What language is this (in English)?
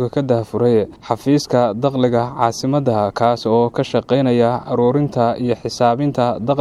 Somali